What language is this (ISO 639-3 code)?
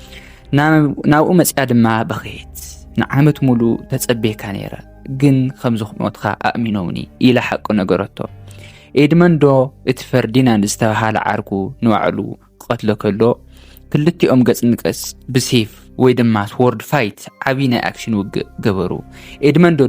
tir